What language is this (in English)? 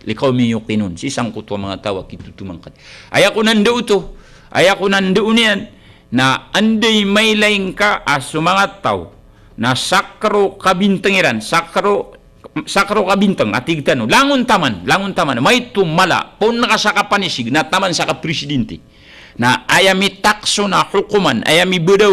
Maranao